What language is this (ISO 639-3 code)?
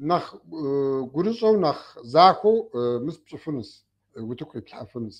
kbd